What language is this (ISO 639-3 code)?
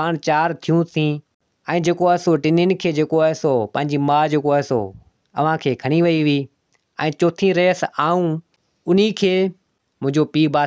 snd